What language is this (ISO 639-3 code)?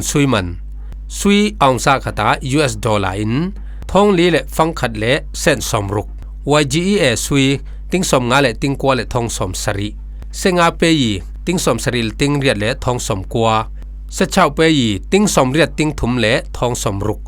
cfm